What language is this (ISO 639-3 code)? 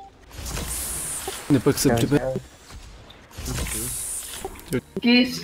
ces